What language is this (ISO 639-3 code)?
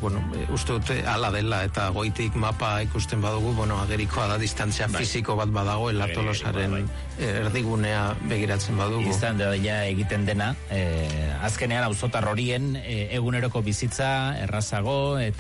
eus